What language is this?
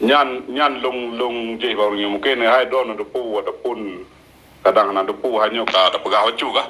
Achinese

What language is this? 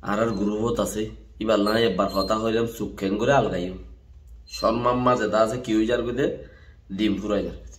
Rohingya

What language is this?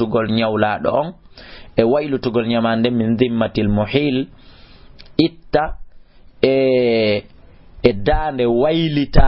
Fula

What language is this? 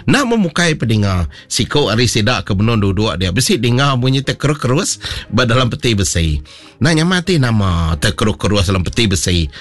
Iban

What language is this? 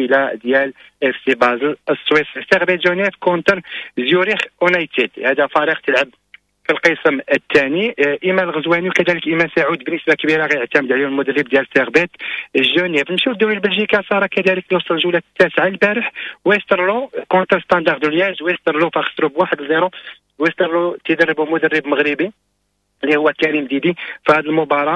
Moroccan Arabic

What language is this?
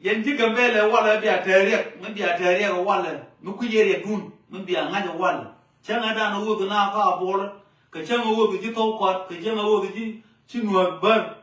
Nuer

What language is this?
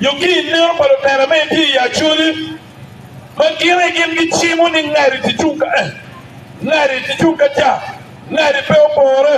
Acoli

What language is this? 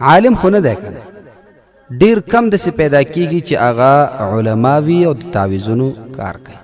Pashto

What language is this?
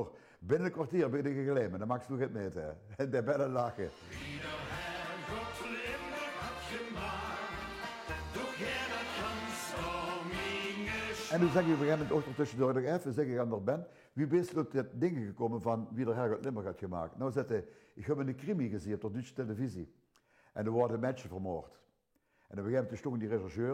Limburgish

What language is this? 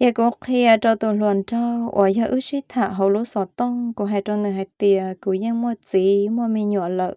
Hmong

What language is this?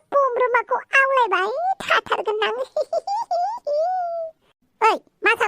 Bodo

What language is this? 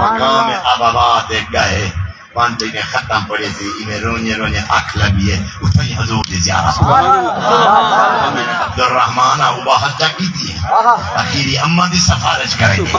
Saraiki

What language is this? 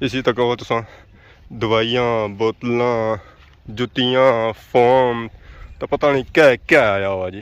Pahari-Potwari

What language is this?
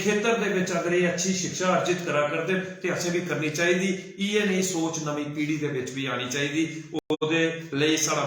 Dogri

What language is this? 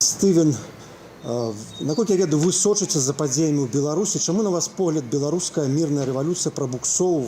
Belarusian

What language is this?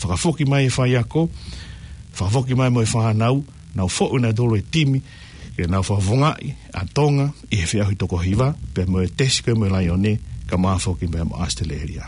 Tongan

